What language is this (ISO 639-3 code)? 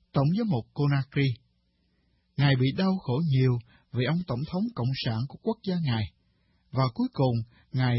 vie